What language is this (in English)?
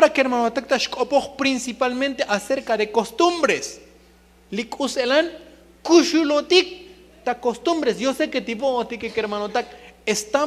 Tzotzil